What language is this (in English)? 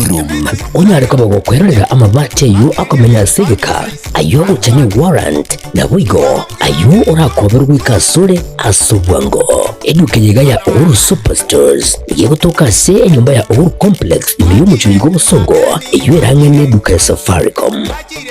Gusii